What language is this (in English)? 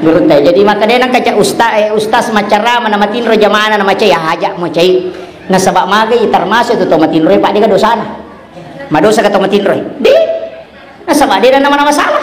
Buginese